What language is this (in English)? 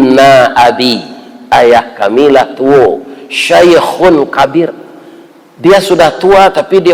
Minangkabau